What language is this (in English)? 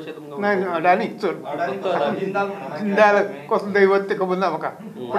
Konkani